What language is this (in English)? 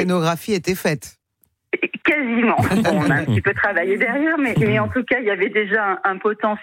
French